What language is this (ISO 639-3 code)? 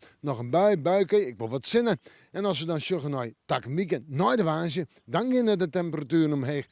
fry